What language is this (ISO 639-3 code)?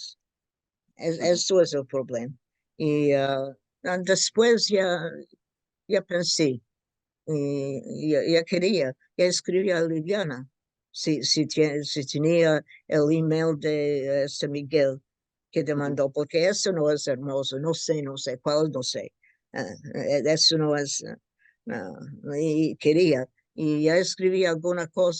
lad